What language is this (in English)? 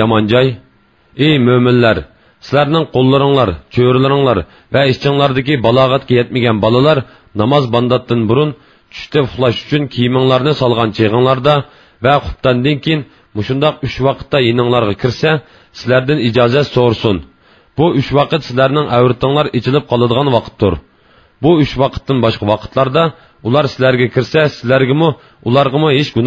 Uyghur